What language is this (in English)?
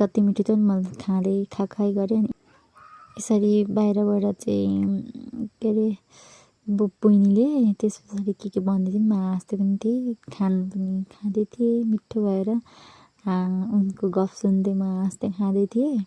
Nepali